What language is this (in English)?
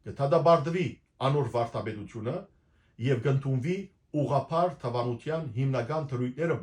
Western Armenian